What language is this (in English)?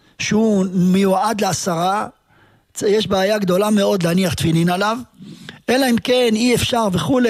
Hebrew